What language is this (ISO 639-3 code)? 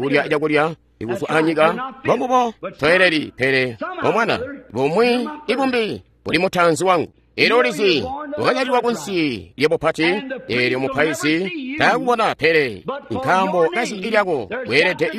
toi